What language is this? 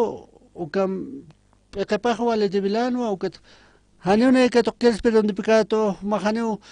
Aymara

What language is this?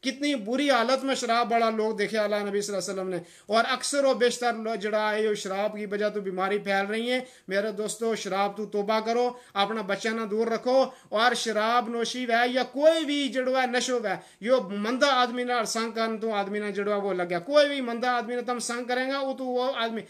Gujari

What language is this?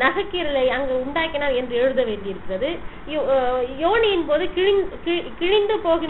Tamil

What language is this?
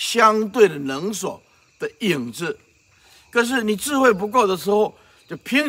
Chinese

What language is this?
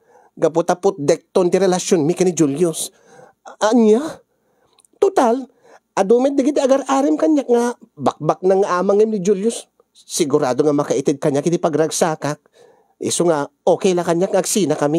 Iloko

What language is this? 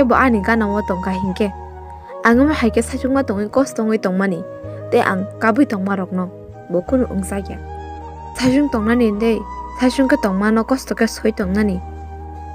Kok Borok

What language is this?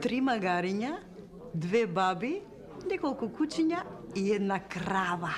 Macedonian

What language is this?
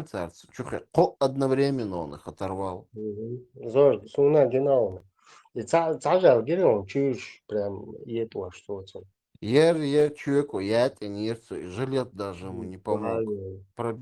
Chechen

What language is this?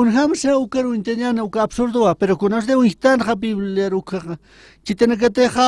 Aymara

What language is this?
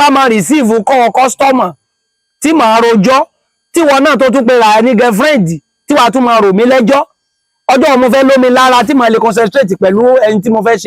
Yoruba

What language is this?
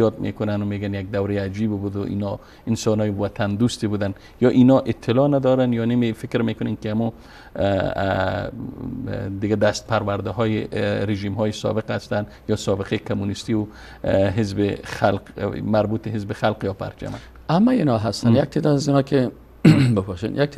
Persian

